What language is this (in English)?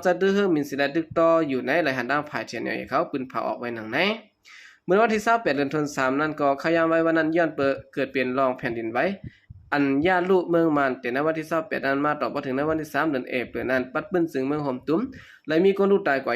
Shan